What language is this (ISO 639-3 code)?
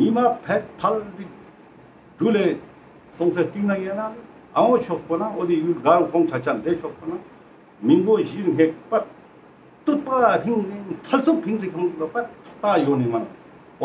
lbj